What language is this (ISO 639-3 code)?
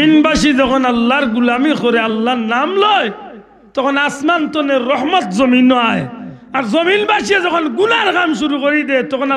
syl